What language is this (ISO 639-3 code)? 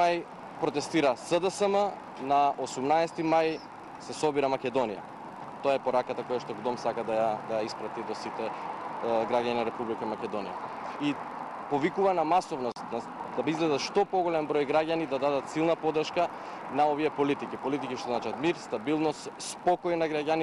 mkd